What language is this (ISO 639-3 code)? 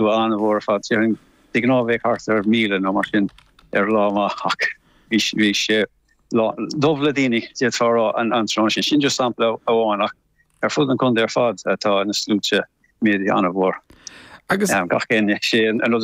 gle